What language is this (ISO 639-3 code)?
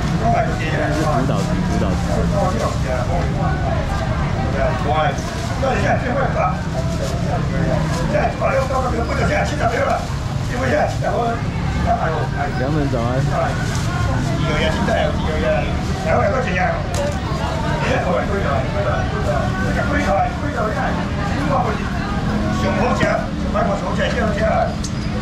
zho